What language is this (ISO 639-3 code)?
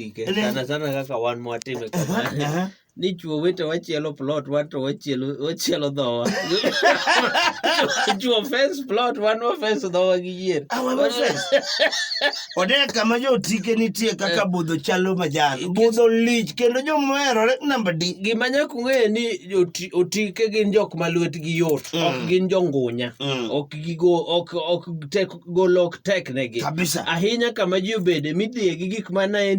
luo